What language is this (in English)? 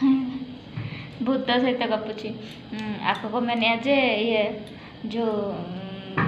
Santali